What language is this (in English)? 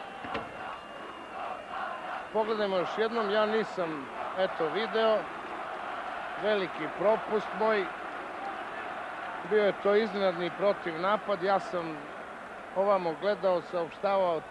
Serbian